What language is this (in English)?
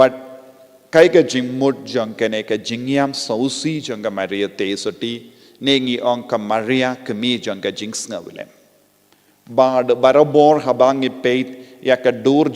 Khasi